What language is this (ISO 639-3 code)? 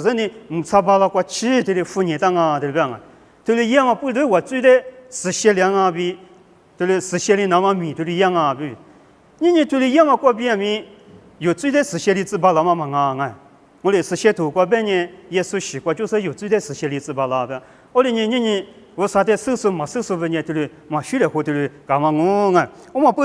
lis